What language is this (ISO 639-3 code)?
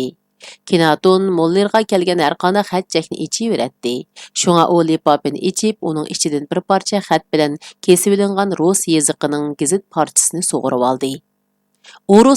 uig